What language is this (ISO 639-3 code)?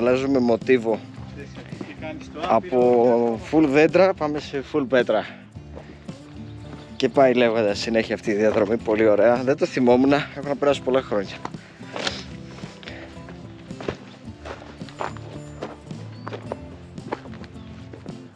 ell